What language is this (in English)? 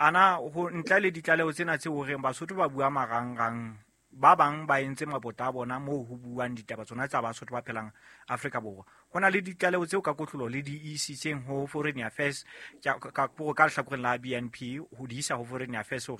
Southern Sotho